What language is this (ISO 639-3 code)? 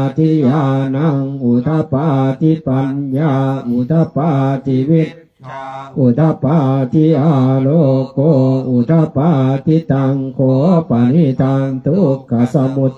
pli